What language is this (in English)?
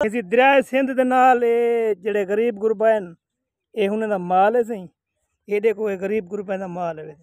Saraiki